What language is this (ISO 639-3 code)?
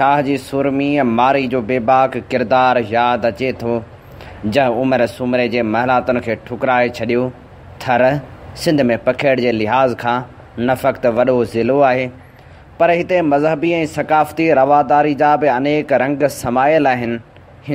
snd